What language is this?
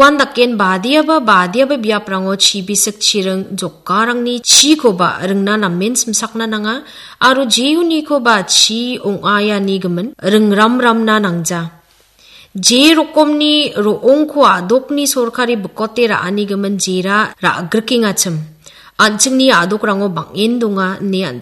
Garo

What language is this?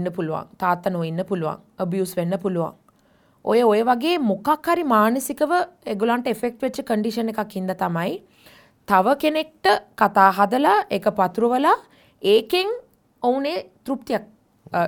Sinhala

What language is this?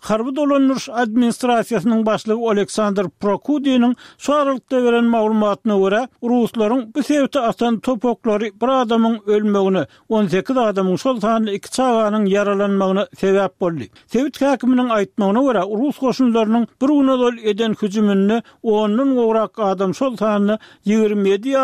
Turkmen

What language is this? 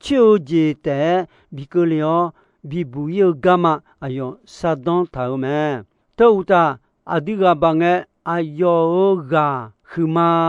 Akha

